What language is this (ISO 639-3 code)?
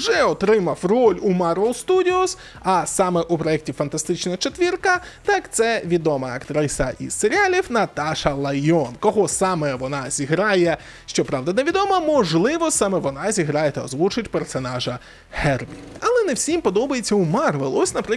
ukr